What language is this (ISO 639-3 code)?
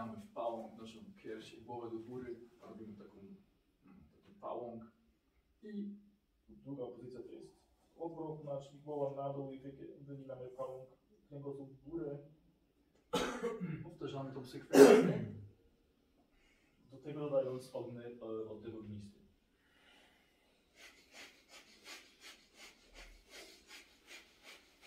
pol